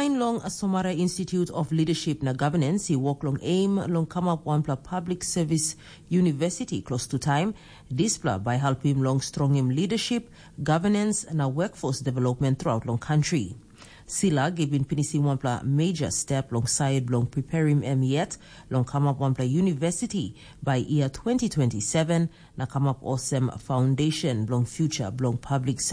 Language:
Tok Pisin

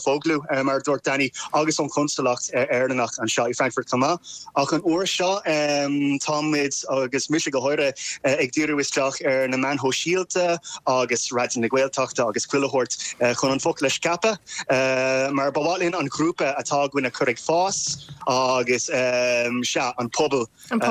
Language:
Irish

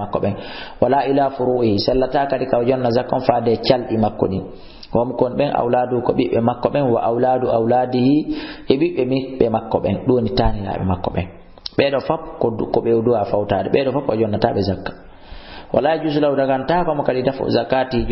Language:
Fula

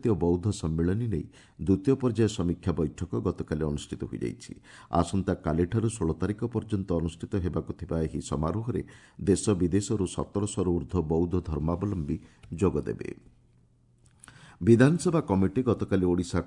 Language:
Odia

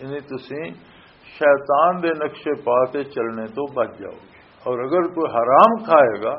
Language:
Western Panjabi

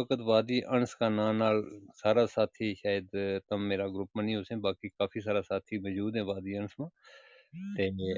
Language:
Gujari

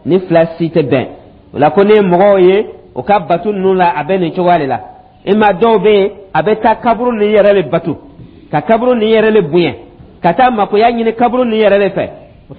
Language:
Dyula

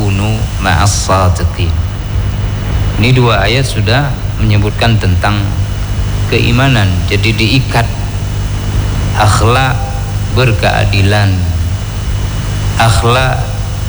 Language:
Indonesian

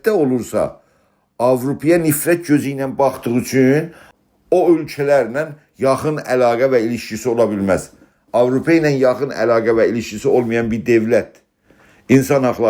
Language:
South Azerbaijani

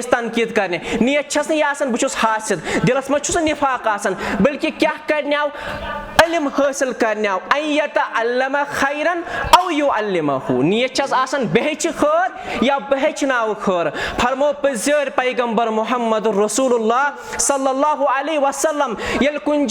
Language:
Kashmiri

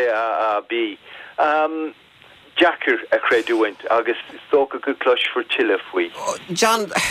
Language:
Irish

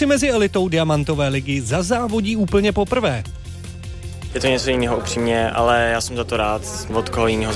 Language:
Czech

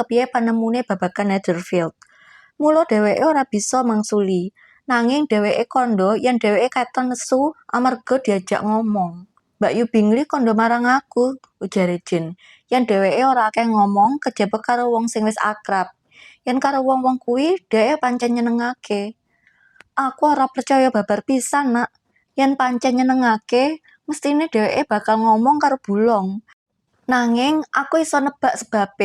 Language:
Javanese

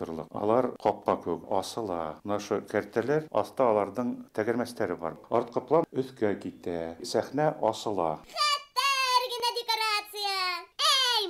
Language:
Bashkir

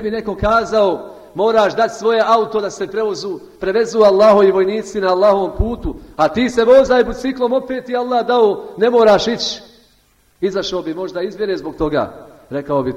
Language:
Bosnian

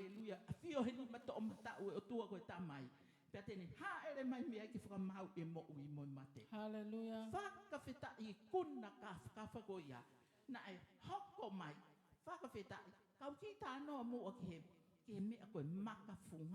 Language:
Tongan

